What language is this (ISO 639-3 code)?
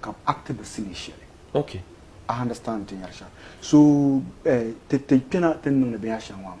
dag